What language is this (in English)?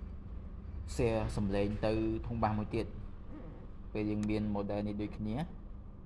Khmer